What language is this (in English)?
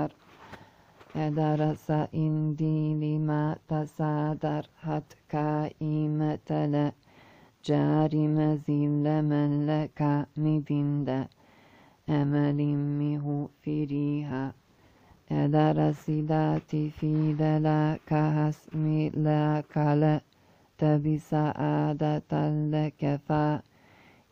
Arabic